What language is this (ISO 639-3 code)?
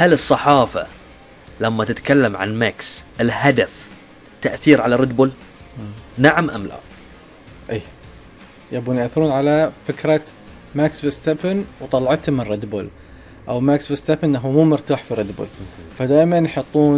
afb